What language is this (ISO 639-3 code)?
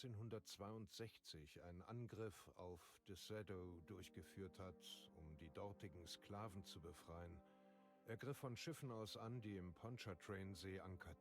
bar